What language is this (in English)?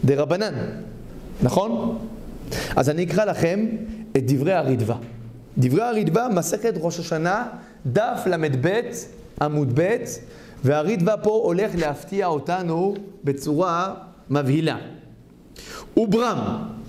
Hebrew